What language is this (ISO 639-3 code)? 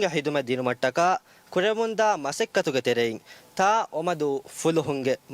div